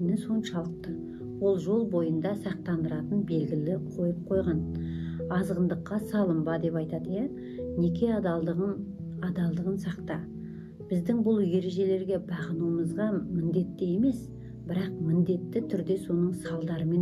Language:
Kazakh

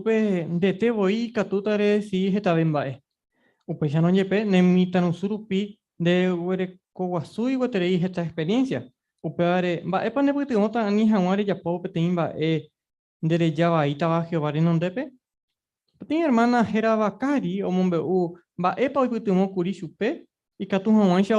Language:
Guarani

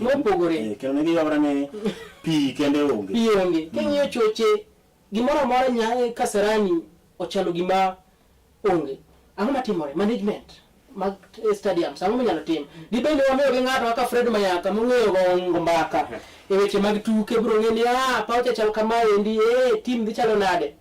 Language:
Luo (Kenya and Tanzania)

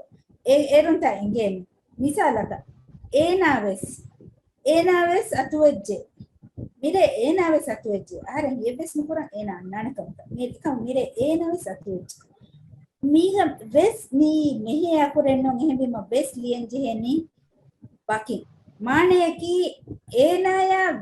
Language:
Divehi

